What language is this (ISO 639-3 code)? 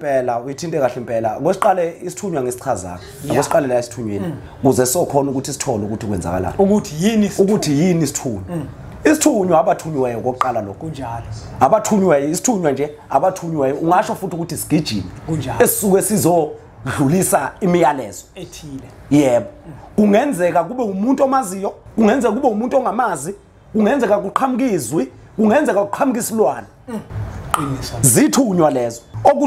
zul